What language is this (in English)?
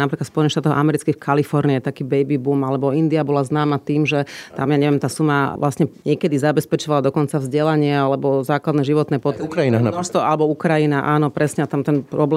Slovak